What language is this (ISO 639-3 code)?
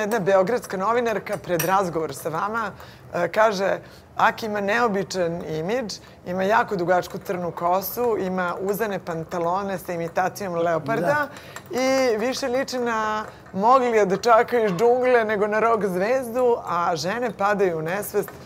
srp